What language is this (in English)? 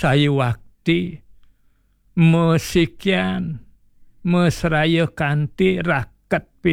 Balinese